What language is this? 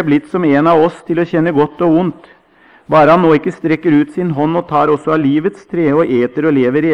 Norwegian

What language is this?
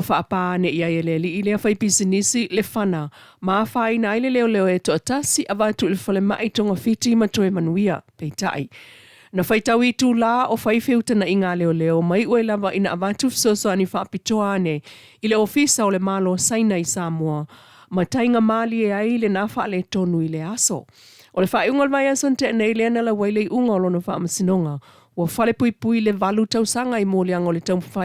Samoan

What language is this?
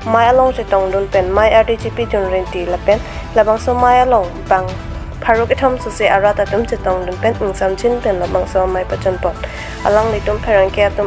Karbi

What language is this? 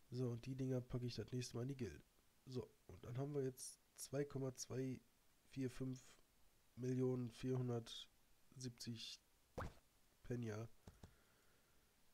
German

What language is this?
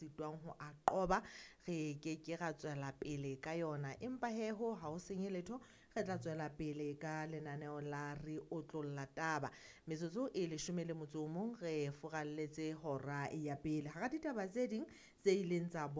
Southern Sotho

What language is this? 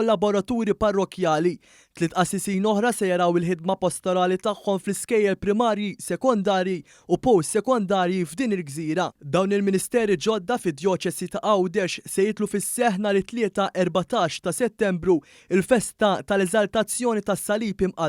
Maltese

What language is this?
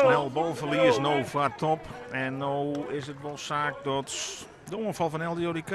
Western Frisian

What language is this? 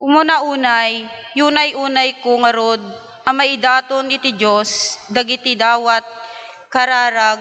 Iloko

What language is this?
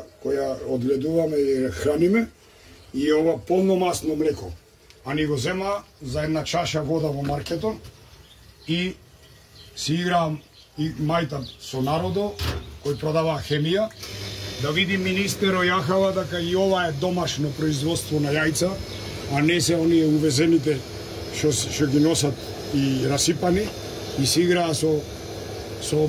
Macedonian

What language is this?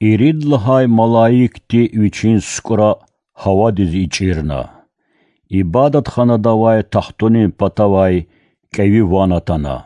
Lezghian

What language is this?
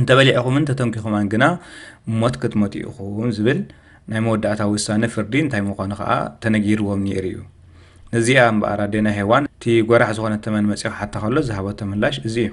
Tigrinya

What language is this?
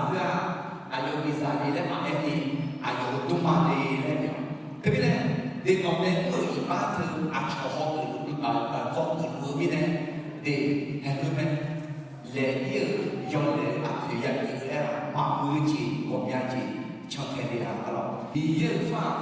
Akha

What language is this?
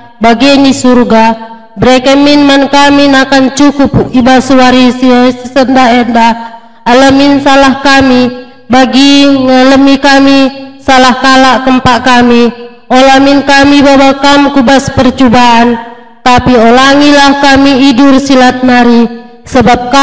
Batak Karo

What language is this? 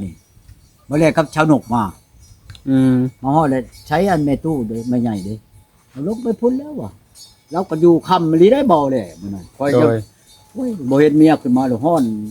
Lao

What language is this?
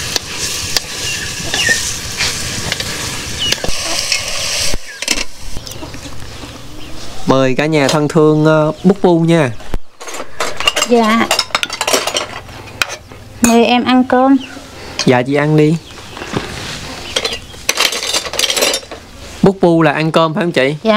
Vietnamese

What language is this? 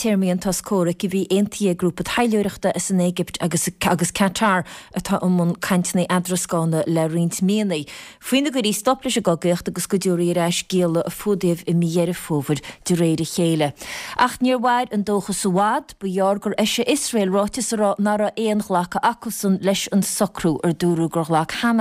Irish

